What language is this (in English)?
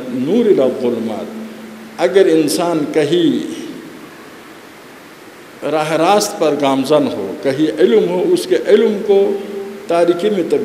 Urdu